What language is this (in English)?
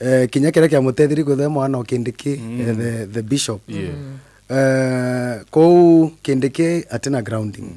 Meru